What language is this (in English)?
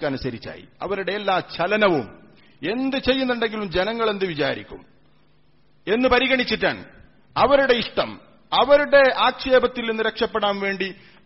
Malayalam